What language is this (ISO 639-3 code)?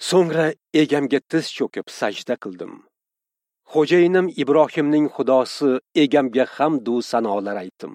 uzb